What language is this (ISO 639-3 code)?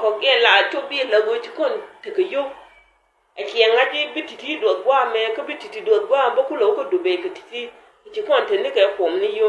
nus